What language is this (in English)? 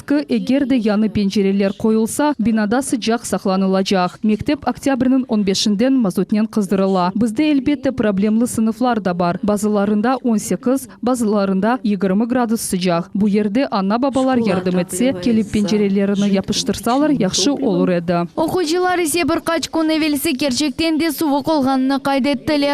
Crimean Tatar